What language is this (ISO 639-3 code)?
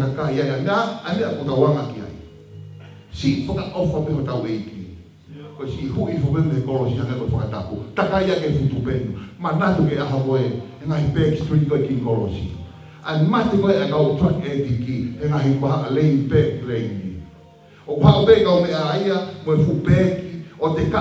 ton